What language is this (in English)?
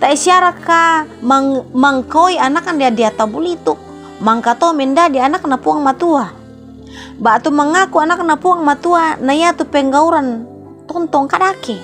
Toraja-Sa'dan